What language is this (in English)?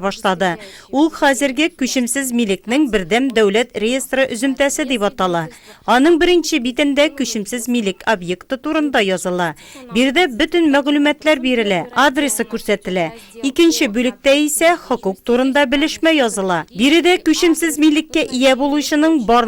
Tatar